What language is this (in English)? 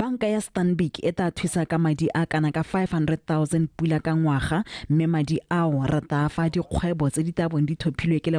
Tswana